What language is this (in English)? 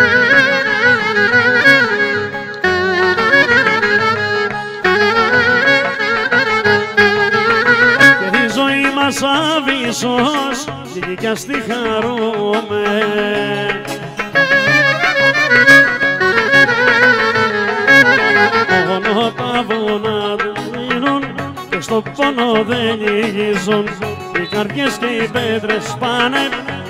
Greek